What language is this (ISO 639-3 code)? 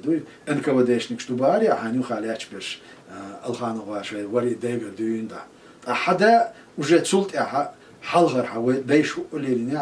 che